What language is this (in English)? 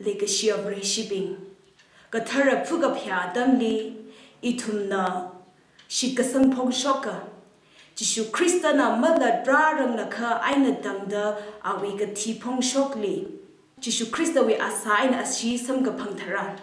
Tangkhul Naga (India)